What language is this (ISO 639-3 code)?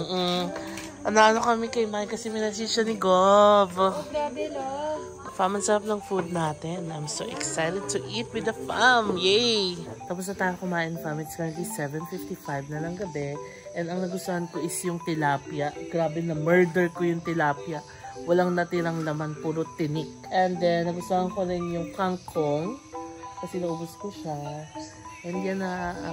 fil